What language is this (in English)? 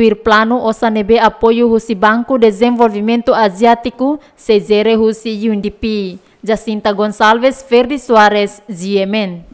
Tetum